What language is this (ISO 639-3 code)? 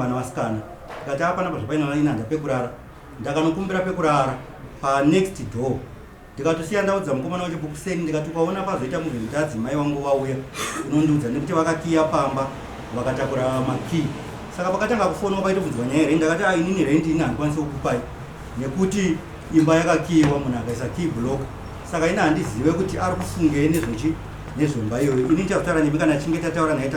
sna